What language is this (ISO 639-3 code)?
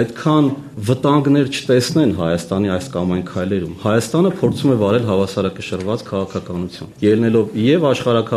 hye